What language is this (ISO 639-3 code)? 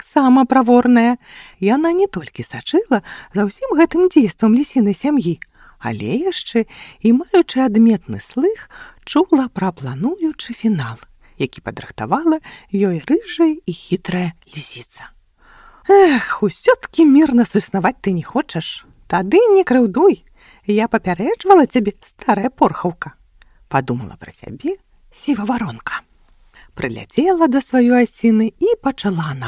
bel